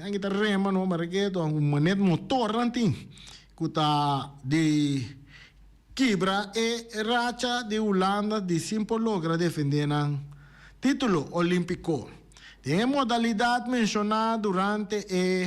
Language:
Papiamento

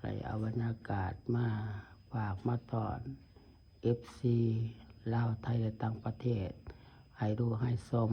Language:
Lao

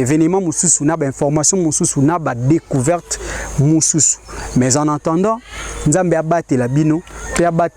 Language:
Lingala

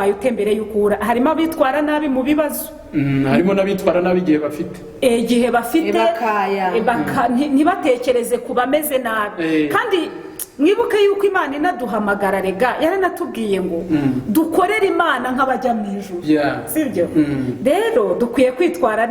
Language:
Kinyarwanda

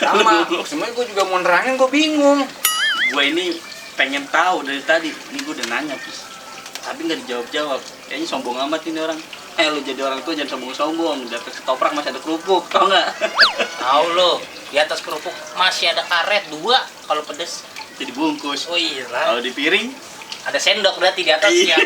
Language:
Betawi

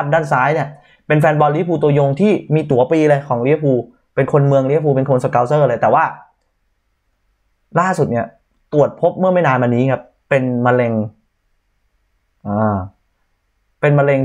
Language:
Thai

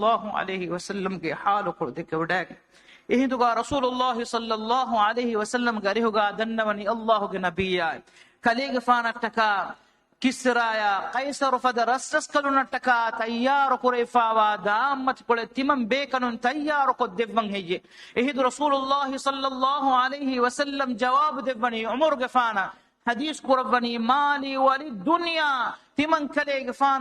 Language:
Divehi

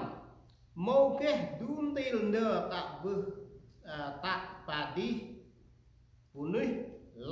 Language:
Central Mnong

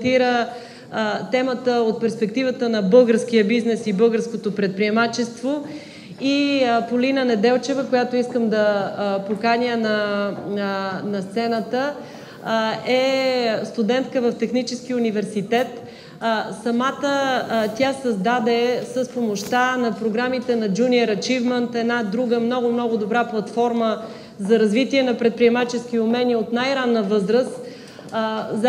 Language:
Bulgarian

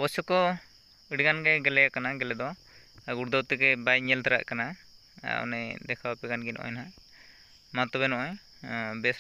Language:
Santali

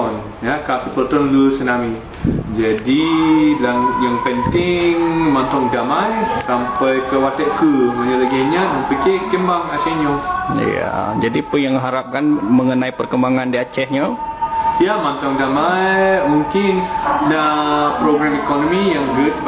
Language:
Achinese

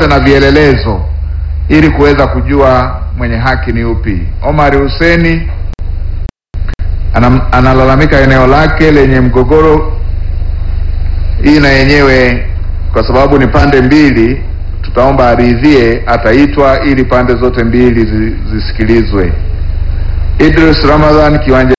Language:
Swahili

